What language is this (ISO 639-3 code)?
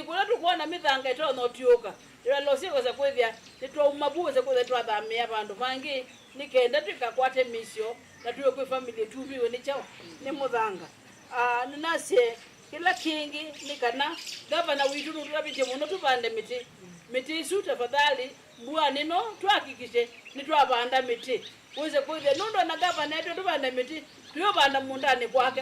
kam